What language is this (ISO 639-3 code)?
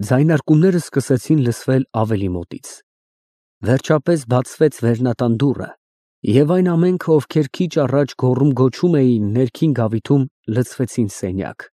hye